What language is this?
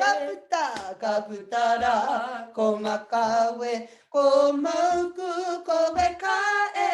Māori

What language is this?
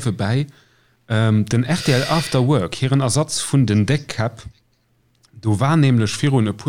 Luxembourgish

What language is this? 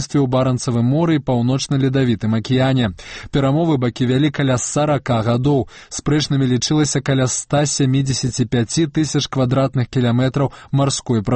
Belarusian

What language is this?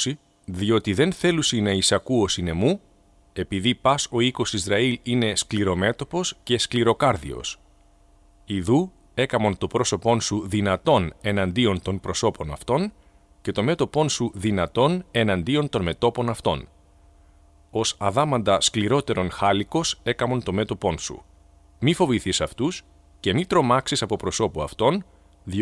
Greek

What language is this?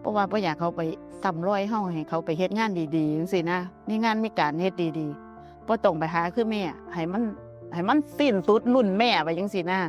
Lao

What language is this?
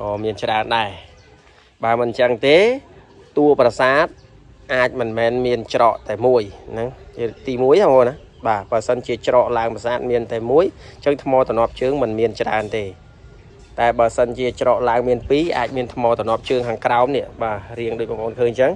Khmer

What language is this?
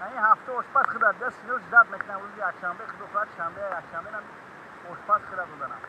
Tajik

